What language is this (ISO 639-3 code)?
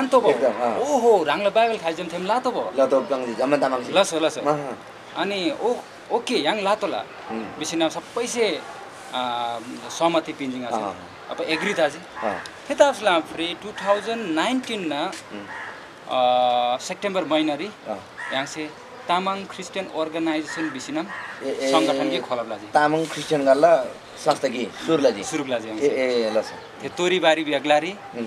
taj